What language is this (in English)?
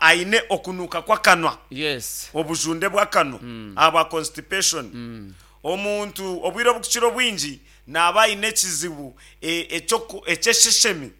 Nyankole